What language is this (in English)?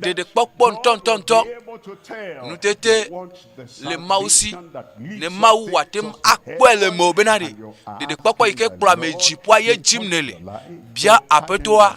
Ewe